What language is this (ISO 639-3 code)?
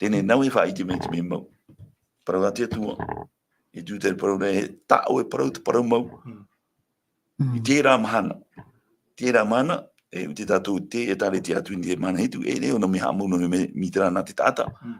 tah